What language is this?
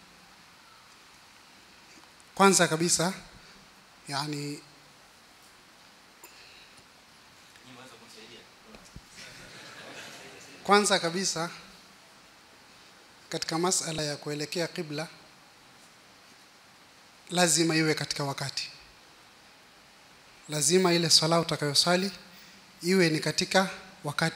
Swahili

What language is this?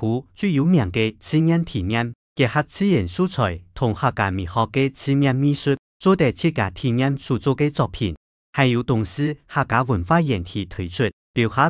Hakka Chinese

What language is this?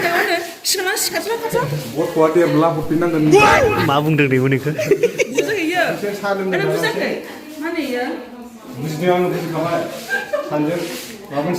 Bodo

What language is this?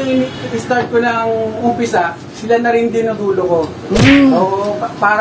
Filipino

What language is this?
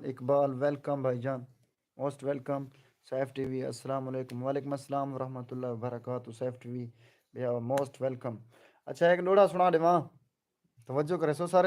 Saraiki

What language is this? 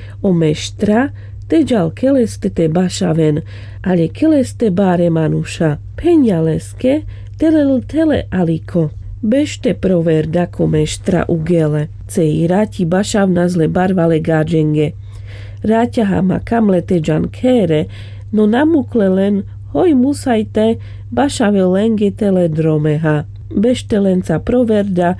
Carpathian Romani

